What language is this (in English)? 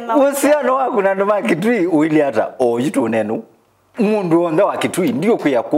Kamba